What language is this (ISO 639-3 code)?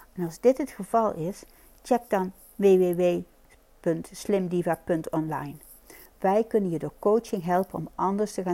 nld